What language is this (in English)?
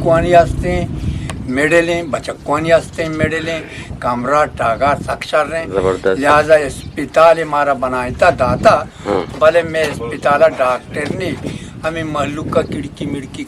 Eastern Balochi